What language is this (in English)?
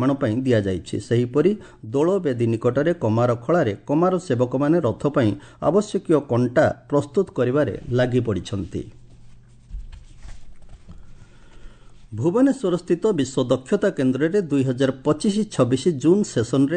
Odia